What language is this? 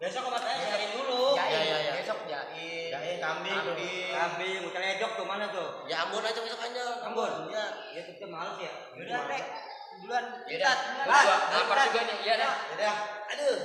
Betawi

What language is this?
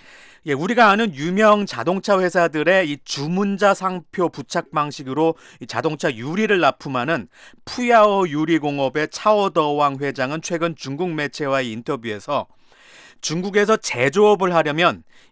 Korean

